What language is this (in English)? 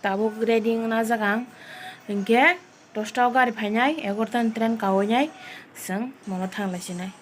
Kok Borok